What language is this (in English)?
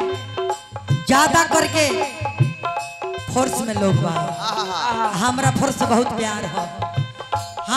Bhojpuri